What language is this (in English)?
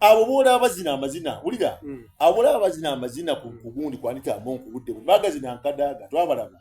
Soga